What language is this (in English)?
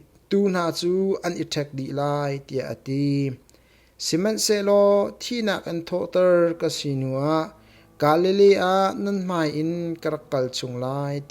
Hakha Chin